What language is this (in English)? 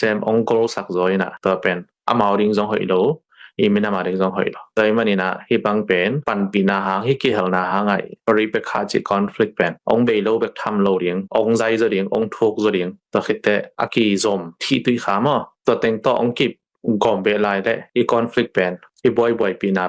Tedim Chin